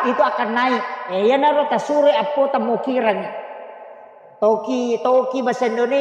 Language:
Buginese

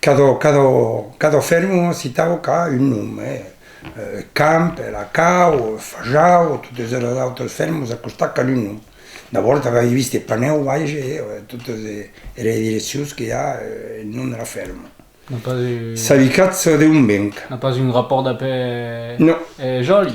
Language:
Occitan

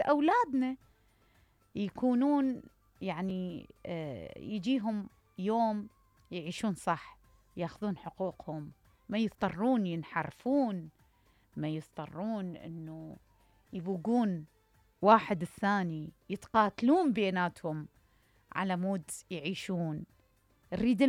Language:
Mesopotamian Arabic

